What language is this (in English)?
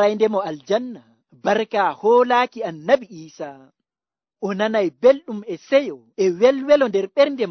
Nigerian Fulfulde